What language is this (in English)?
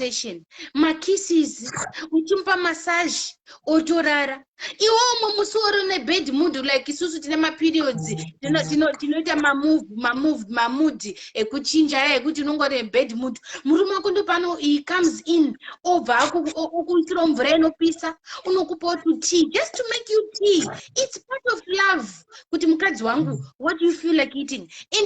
Shona